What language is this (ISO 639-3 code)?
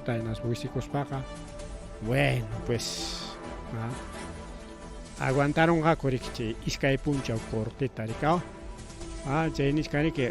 quy